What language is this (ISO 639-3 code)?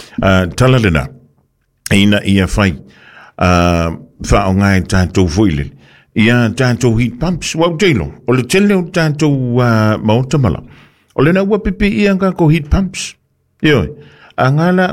smo